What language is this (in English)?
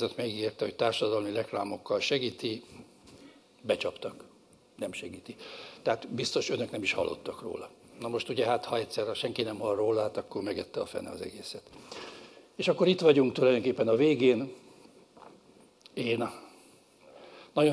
Hungarian